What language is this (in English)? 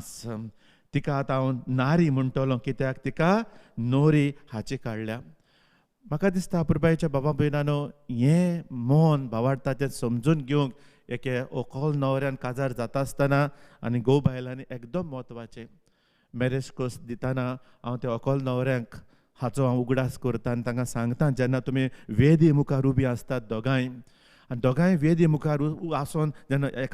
Konkani